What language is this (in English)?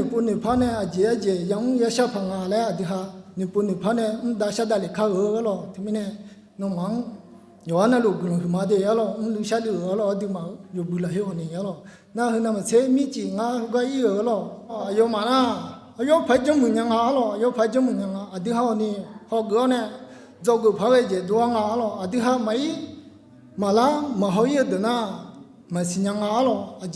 Akha